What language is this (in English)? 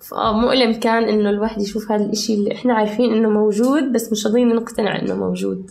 North Levantine Arabic